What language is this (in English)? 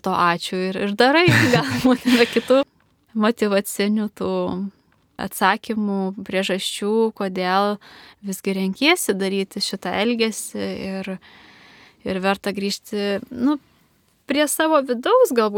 Lithuanian